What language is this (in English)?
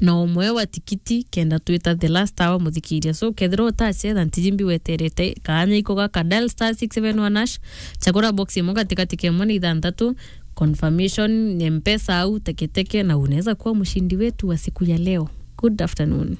Meru